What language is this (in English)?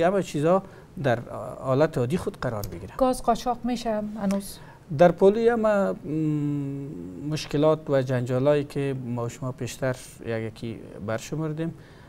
Persian